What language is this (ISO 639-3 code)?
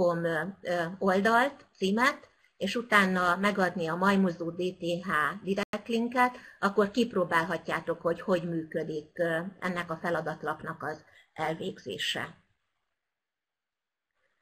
hun